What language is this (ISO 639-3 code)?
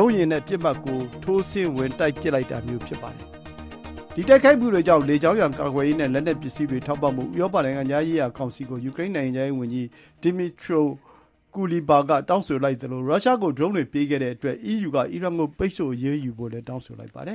mya